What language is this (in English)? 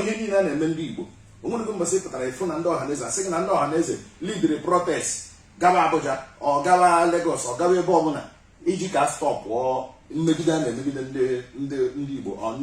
Igbo